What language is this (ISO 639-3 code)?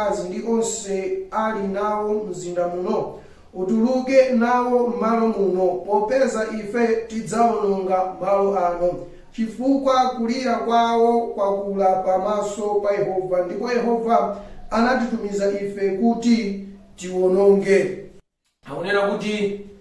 nya